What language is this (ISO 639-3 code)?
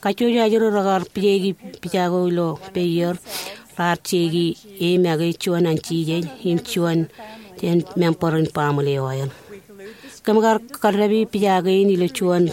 mah